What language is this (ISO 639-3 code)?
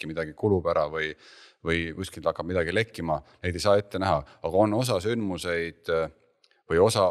est